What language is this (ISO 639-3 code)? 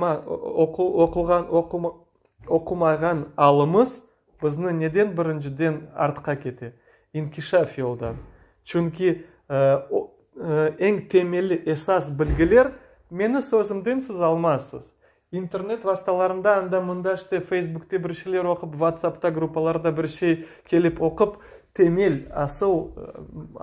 crh